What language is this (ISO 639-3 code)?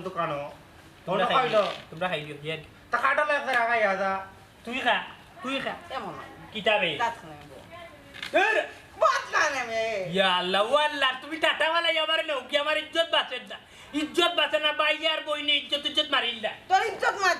syl